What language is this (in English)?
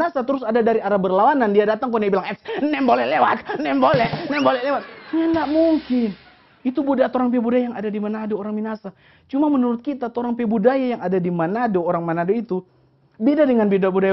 Manado Malay